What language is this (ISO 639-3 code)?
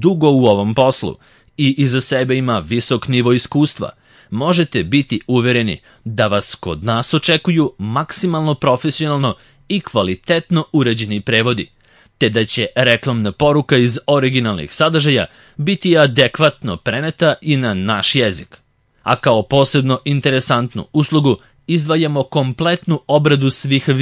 srp